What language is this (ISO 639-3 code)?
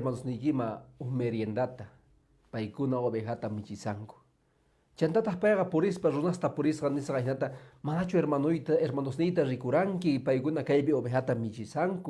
que